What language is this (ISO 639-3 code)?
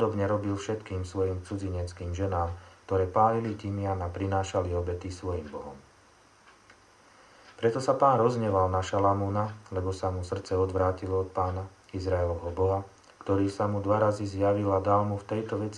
slk